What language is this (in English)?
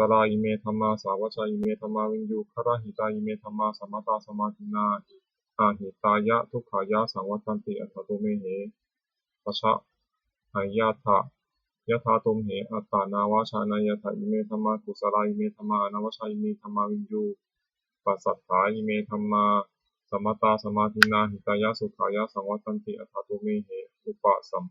Pali